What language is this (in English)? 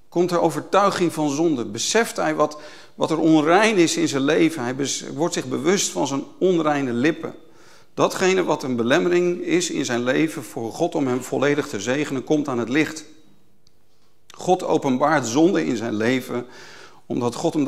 Dutch